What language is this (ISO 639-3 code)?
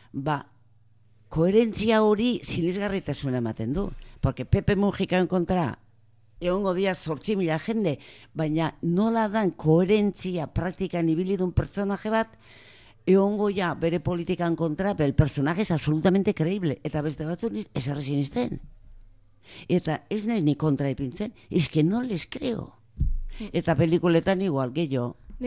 eus